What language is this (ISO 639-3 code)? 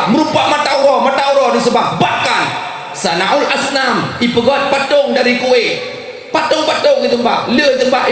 ace